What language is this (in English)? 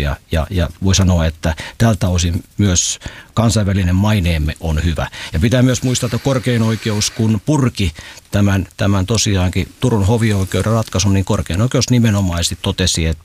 Finnish